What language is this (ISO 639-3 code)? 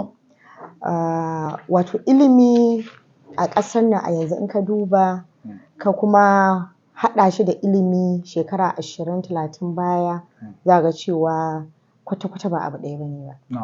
hau